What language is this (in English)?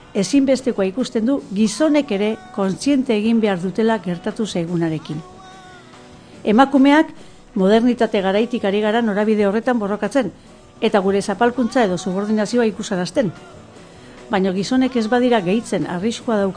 Basque